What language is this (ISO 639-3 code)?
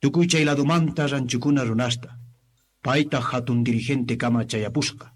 que